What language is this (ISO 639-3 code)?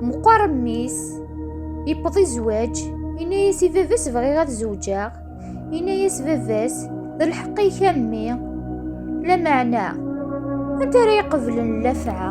kab